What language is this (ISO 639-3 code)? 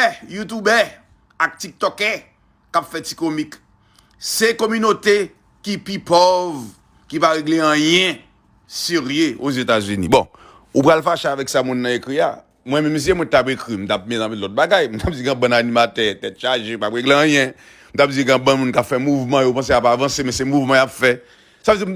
hat